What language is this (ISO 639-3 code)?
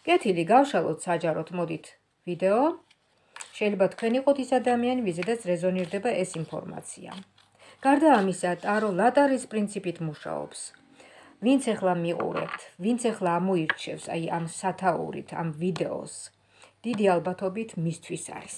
kat